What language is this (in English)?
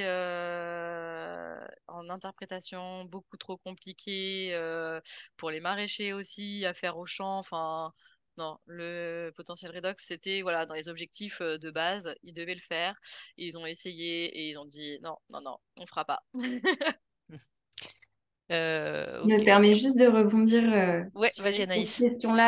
French